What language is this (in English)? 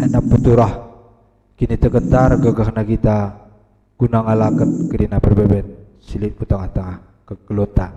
Batak Karo